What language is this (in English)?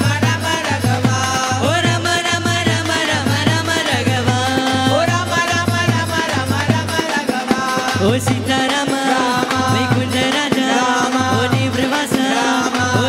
Hindi